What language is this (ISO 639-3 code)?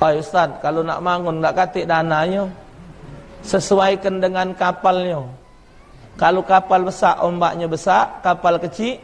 mui